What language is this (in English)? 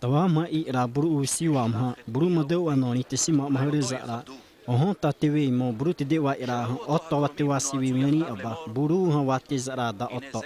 Xavánte